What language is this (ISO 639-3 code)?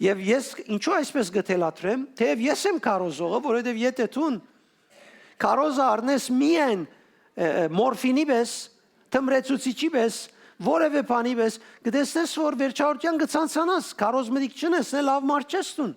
hyw